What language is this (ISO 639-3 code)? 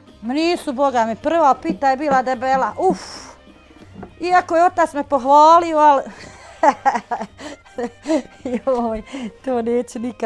bos